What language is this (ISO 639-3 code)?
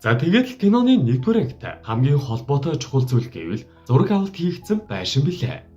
mon